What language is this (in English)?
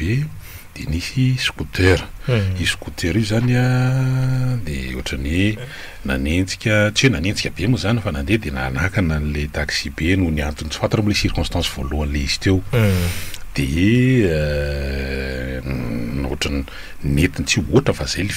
Malagasy